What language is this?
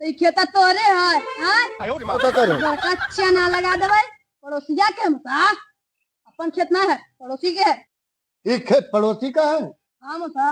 Magahi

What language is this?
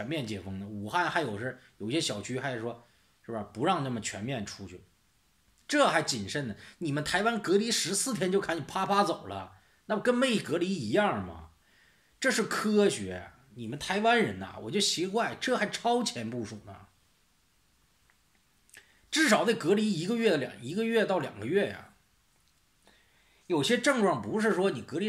Chinese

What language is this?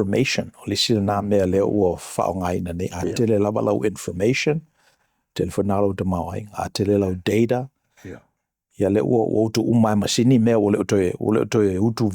Samoan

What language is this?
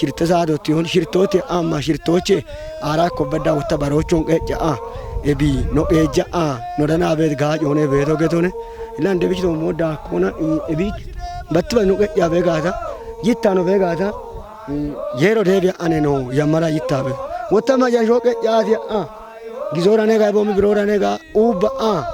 Kafa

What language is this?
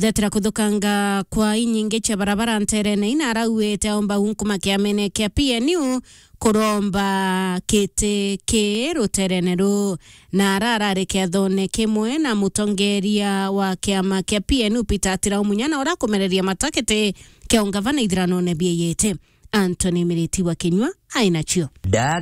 Meru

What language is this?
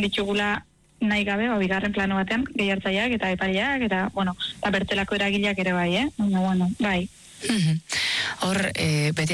Basque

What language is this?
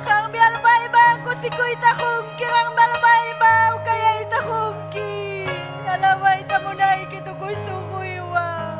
Ayacucho Quechua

